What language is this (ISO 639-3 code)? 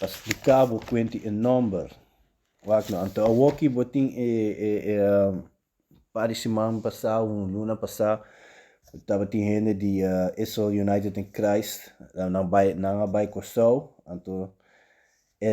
pap